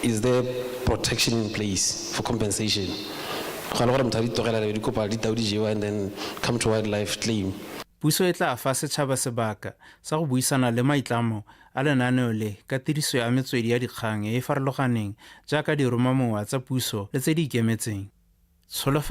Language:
Tswana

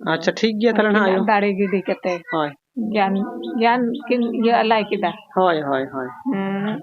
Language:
Santali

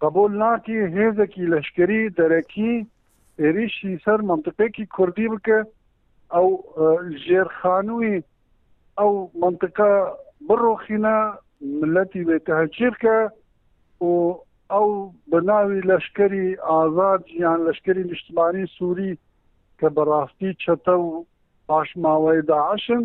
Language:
Kurdish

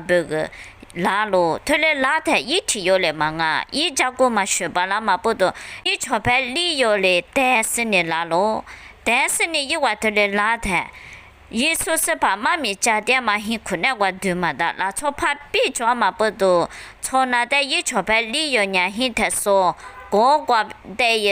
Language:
Lisu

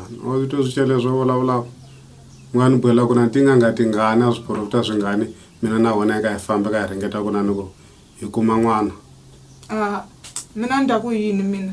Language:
Tsonga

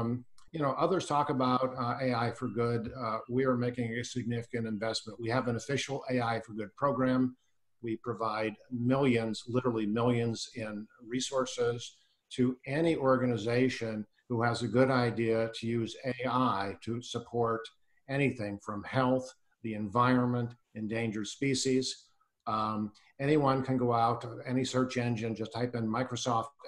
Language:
English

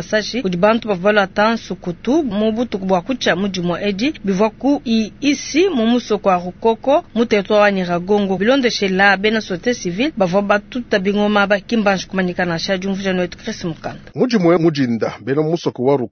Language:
Luba-Lulua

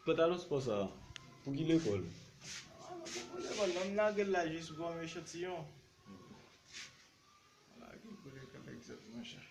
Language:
Haitian Creole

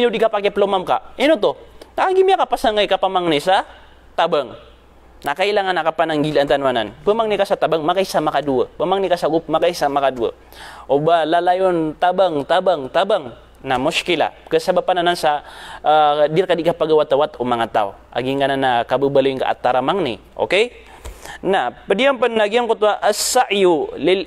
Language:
Maranao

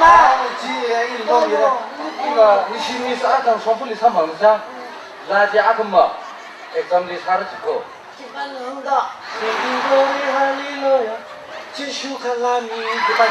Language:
Tangkhul Naga (India)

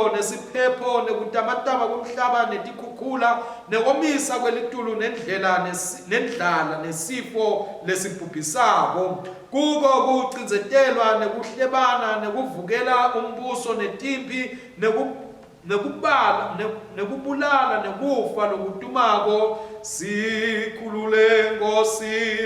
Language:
Swati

